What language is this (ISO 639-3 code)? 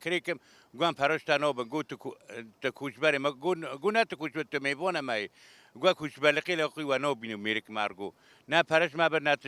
kur